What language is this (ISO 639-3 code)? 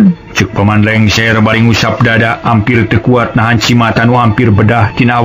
sun